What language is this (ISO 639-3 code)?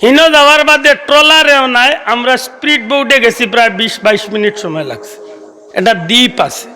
syl